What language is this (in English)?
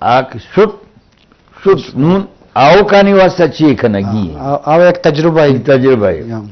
Eastern Balochi